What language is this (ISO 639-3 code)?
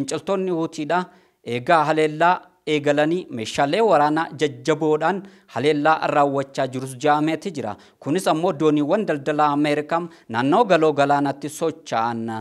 orm